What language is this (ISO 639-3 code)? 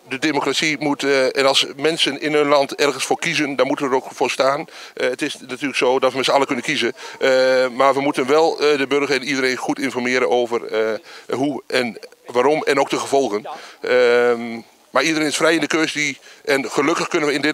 nld